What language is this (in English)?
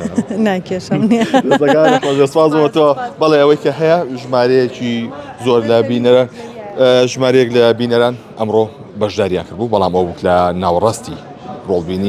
Central Kurdish